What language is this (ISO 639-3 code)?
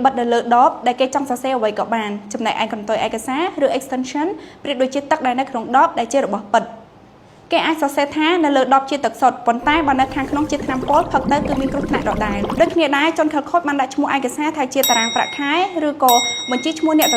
khm